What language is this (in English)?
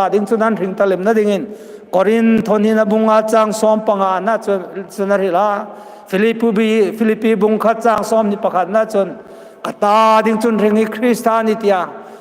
Hmar